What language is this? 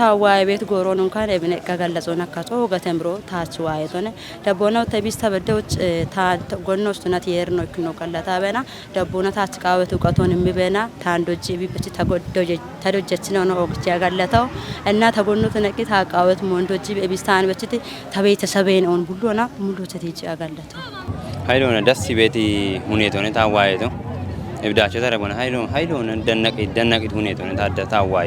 Kafa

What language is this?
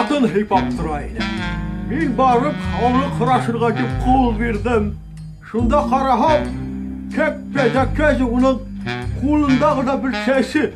Bashkir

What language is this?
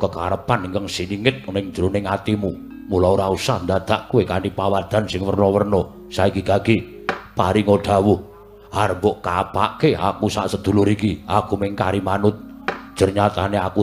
Javanese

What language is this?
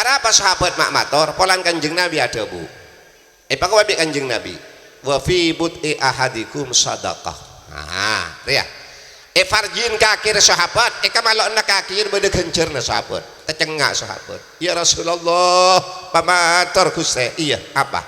Madurese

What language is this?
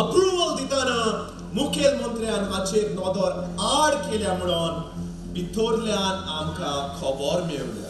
Konkani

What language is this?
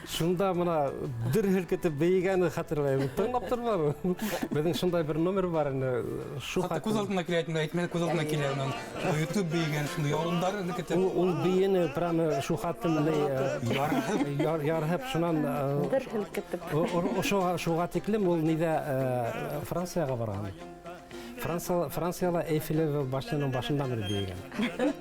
Bashkir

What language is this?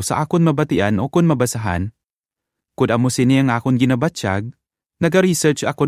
Hiligaynon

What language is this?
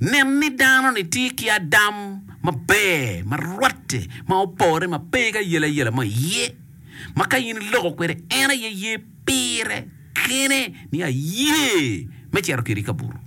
Acoli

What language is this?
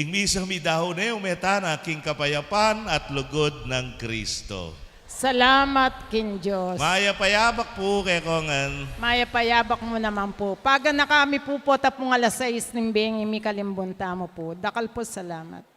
Pampanga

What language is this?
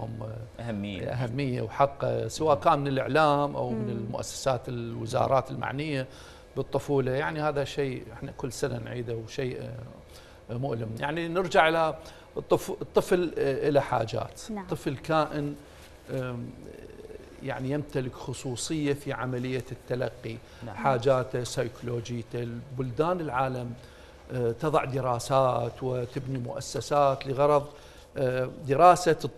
Mesopotamian Arabic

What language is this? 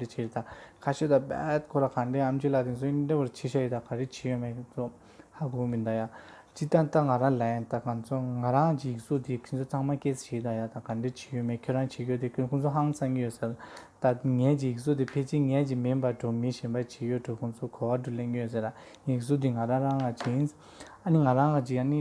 Tibetan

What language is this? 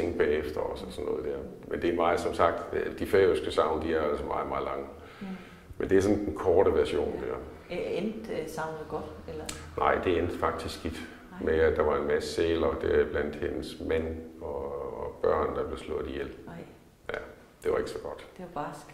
Danish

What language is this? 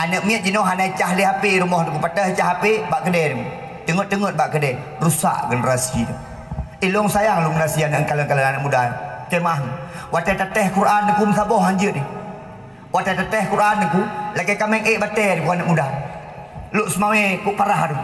Achinese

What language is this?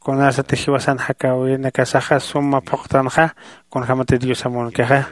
Aymara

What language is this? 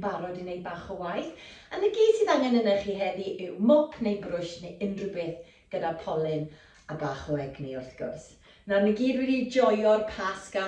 Welsh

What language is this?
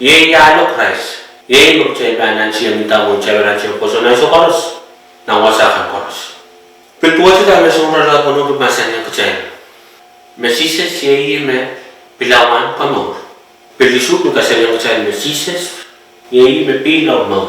Pohnpeian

